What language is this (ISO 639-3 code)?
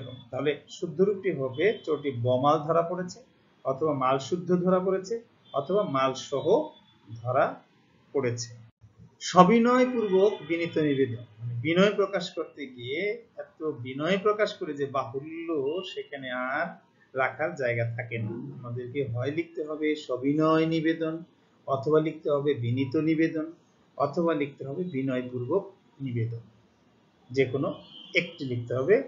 ben